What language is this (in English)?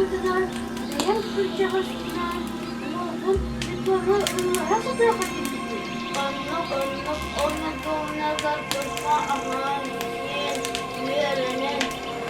Yakut